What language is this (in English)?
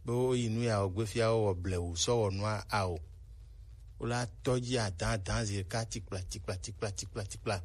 Gen